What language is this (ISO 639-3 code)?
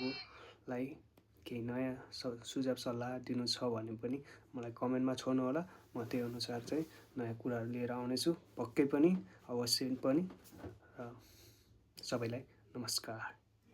nep